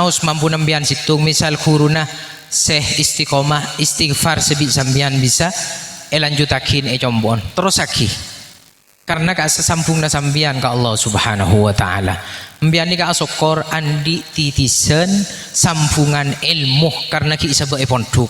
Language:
Madurese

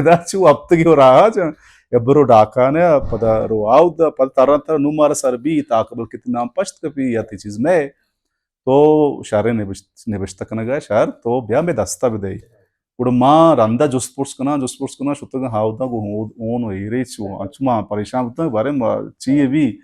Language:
Baluchi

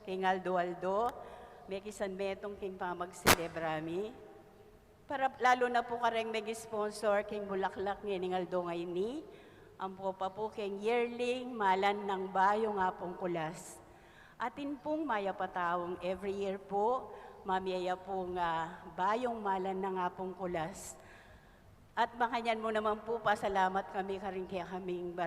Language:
Pampanga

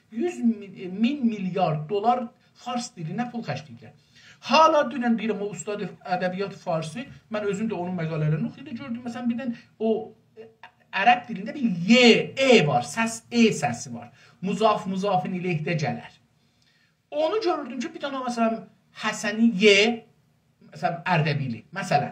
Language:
South Azerbaijani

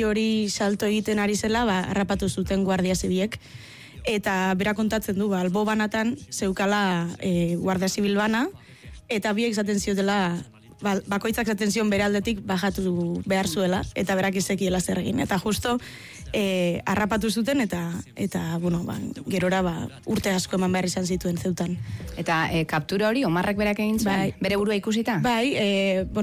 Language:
Basque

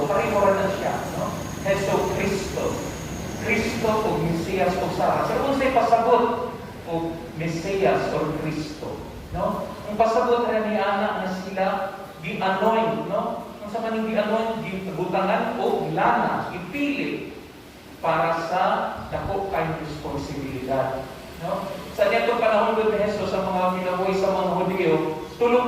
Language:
Cebuano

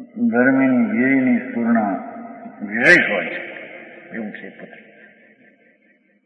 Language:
Gujarati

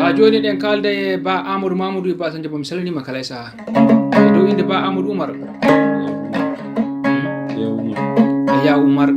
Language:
Fula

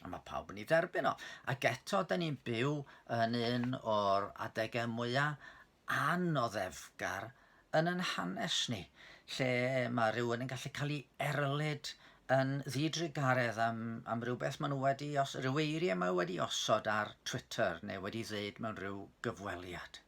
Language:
Welsh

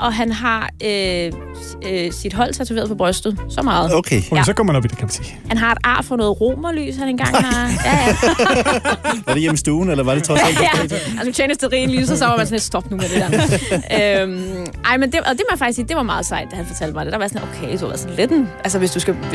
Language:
Danish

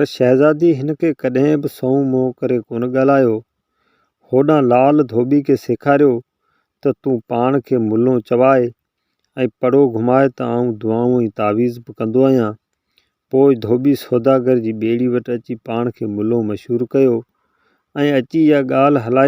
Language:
Sindhi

